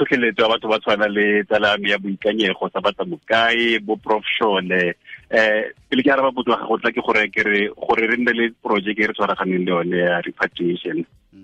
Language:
Tswana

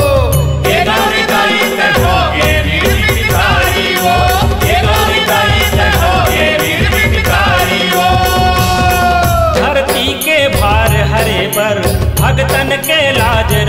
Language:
Chhattisgarhi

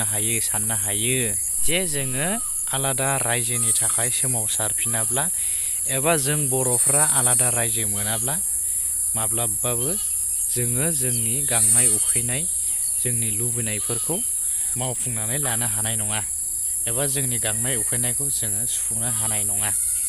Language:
Bodo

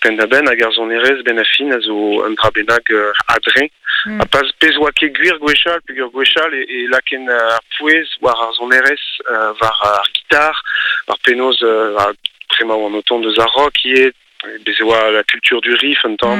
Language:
Breton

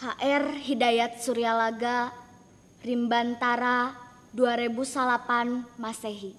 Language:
Sundanese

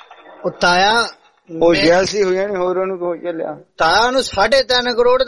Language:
Punjabi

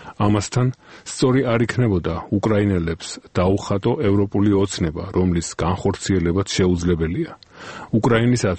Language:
Georgian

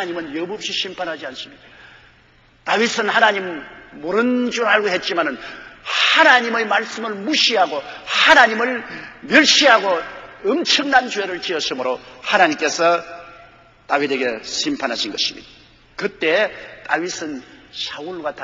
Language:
Korean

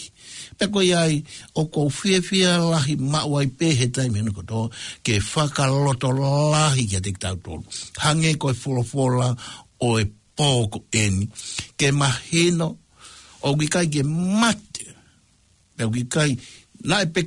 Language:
Tongan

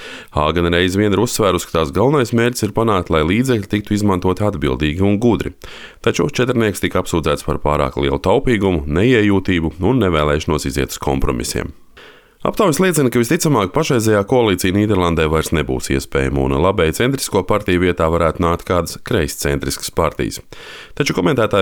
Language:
Latvian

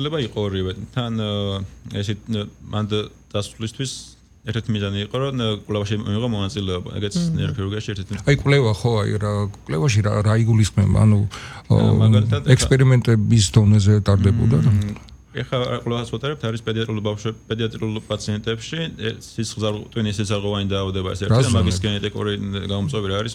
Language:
Georgian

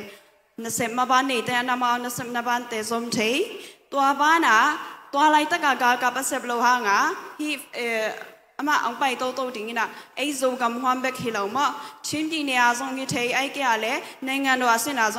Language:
Tedim Chin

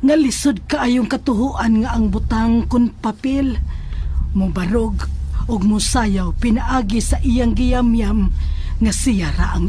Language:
Cebuano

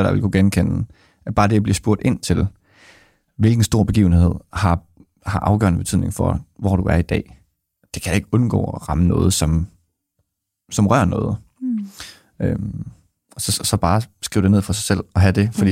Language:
Danish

